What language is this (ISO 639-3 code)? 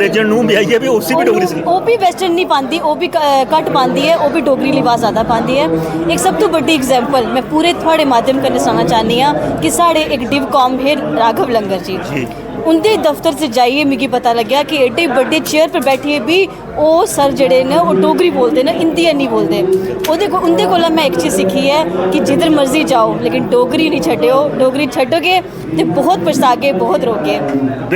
doi